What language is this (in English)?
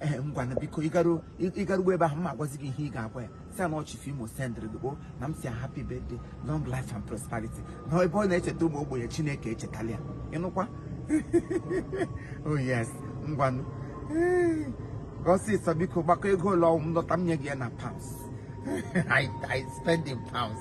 Igbo